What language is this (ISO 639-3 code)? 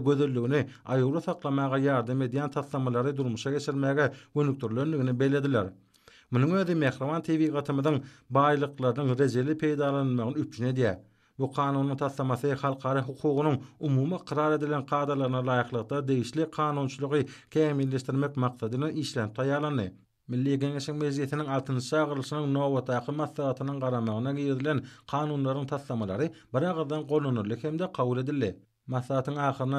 tuk